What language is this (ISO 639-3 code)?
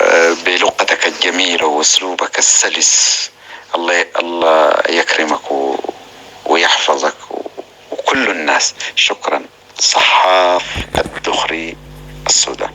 apc